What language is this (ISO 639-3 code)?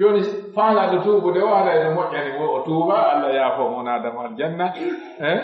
fuf